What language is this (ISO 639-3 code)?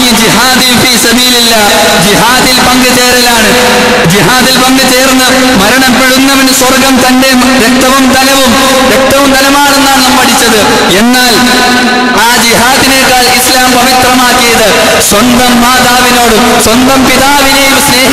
mal